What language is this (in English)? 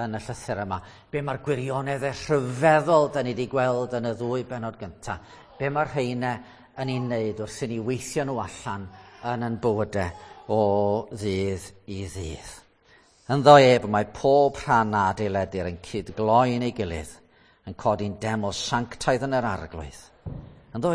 Welsh